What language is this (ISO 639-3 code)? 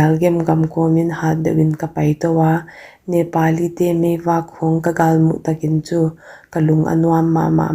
pck